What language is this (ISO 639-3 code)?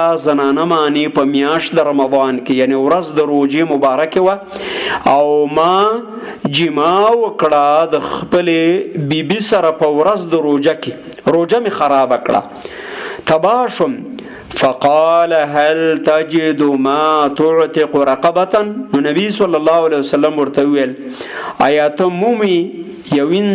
pus